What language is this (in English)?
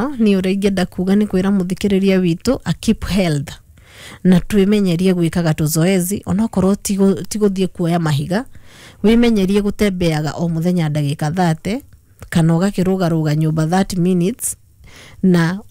Kikuyu